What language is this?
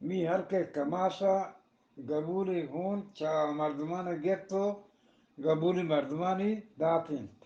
Eastern Balochi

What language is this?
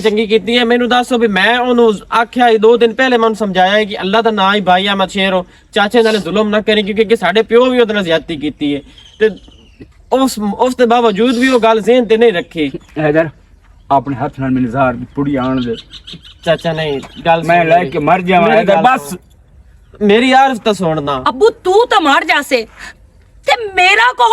Western Panjabi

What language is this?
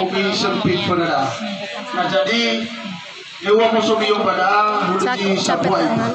Nias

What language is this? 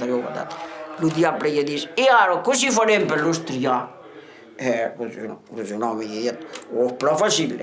Occitan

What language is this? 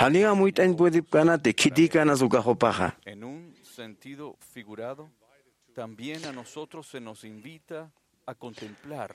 Aymara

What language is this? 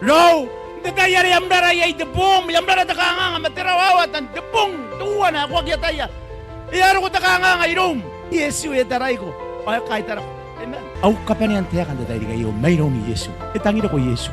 Gilbertese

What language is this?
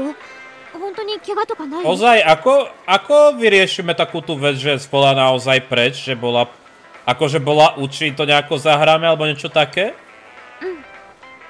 Slovak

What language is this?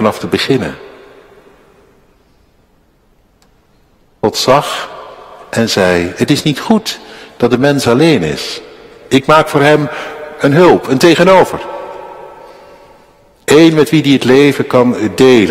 Dutch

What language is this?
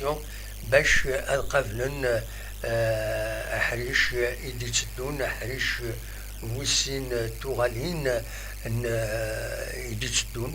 Kabyle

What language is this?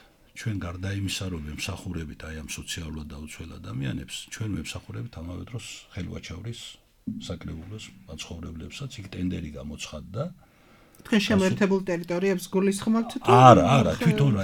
Georgian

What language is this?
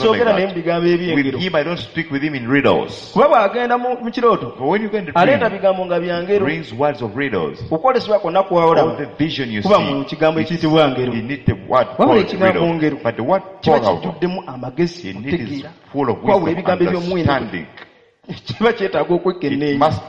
Ganda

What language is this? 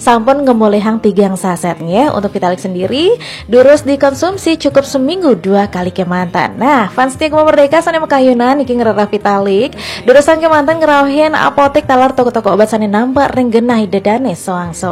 Balinese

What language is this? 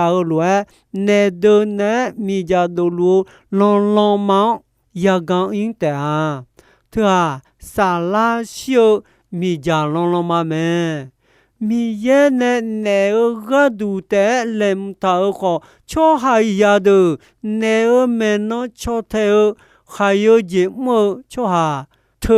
Akha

